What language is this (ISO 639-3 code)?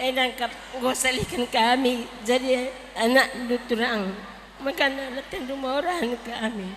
btx